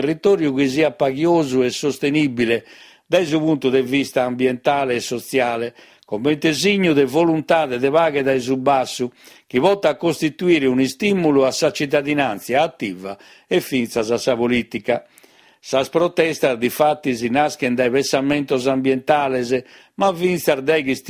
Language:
Sardinian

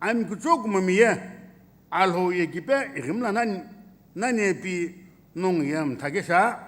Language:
Sumi Naga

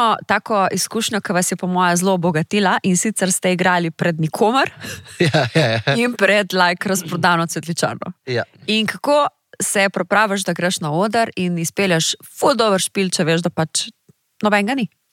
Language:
Slovenian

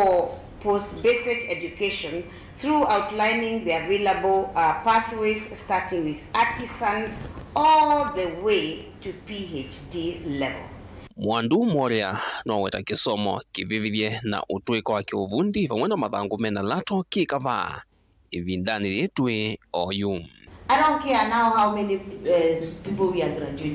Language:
Kamba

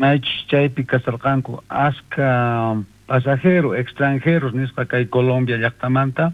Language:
South Bolivian Quechua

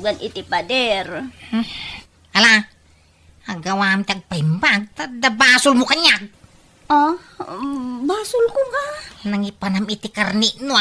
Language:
Iloko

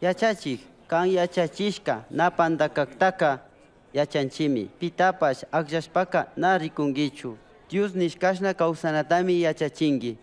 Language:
Chimborazo Highland Quichua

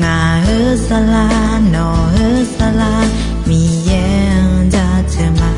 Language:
Akha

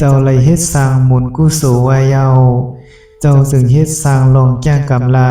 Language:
Shan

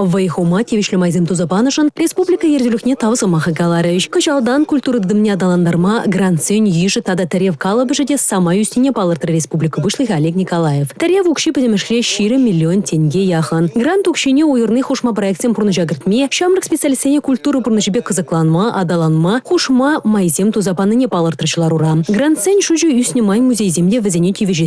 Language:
Chuvash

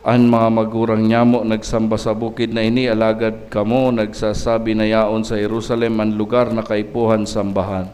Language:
Bikol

